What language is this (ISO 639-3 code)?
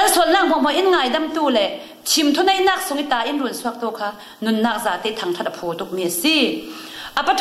cfm